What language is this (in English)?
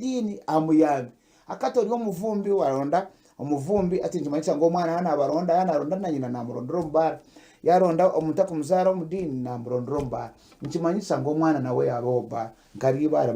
Nyankole